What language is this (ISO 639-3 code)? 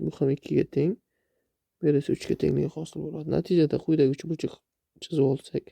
uzb